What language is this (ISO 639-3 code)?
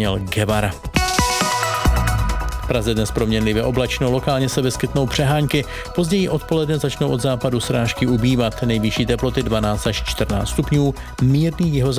ces